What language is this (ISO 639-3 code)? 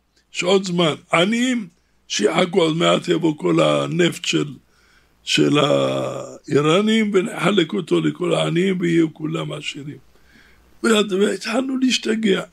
heb